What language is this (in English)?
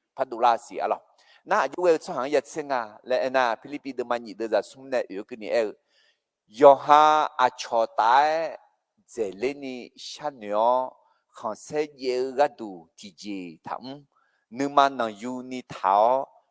Akha